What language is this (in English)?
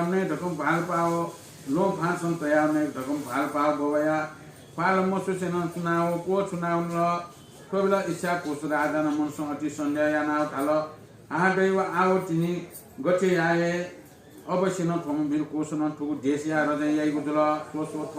Newari